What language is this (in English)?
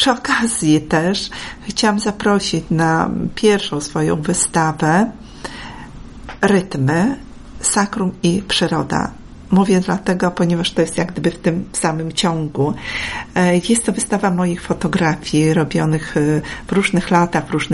Polish